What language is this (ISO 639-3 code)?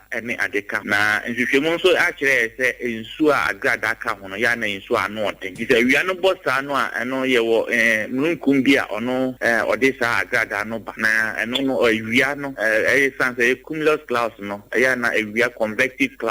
aka